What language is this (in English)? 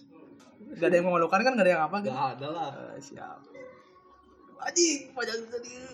Indonesian